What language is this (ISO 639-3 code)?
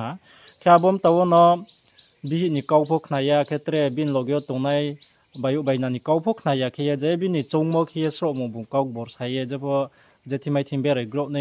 ria